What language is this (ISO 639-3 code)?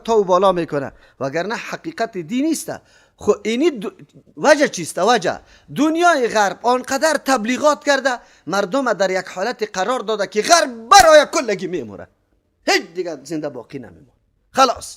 fas